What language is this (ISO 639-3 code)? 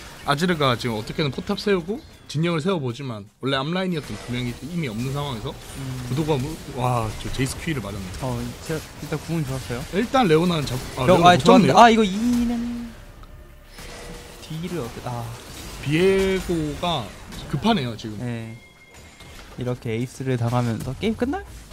kor